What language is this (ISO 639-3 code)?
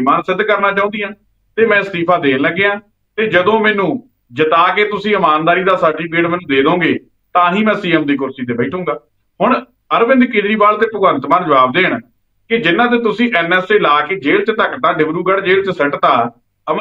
pan